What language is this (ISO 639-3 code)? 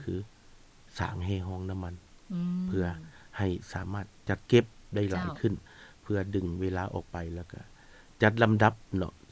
lao